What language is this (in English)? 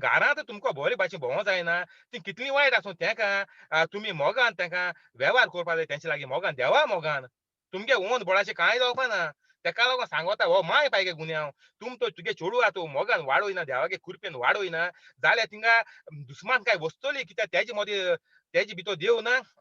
Konkani